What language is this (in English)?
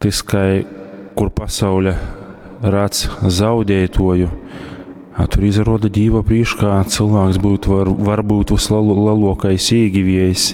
Latgalian